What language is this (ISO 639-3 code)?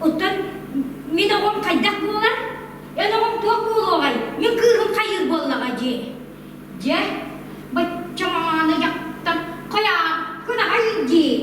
sah